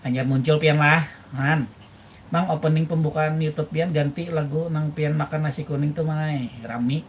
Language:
Banjar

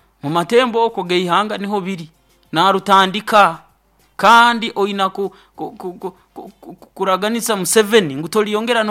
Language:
Nyoro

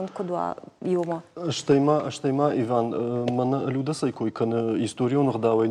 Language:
Ossetic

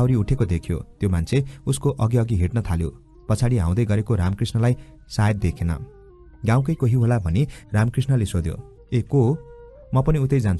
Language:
Nepali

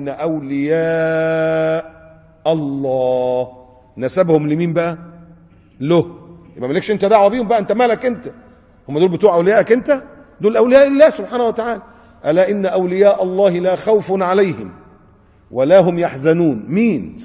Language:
Egyptian Arabic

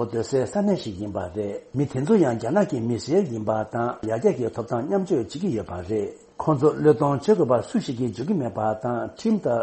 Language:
Tibetan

